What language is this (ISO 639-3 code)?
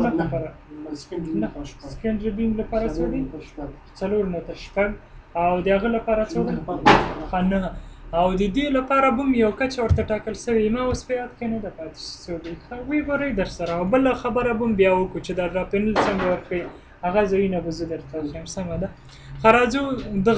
pus